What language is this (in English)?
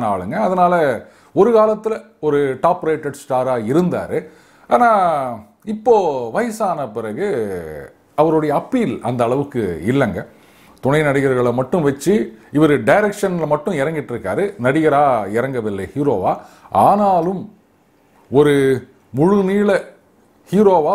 Tamil